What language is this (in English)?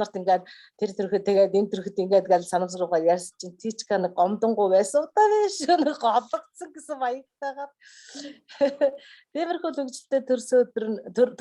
Mongolian